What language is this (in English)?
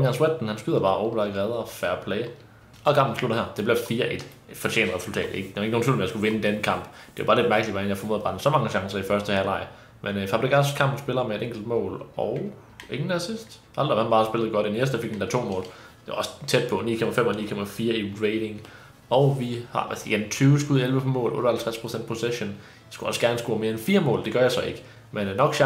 Danish